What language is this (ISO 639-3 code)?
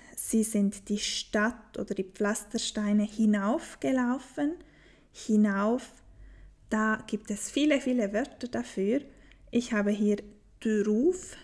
gsw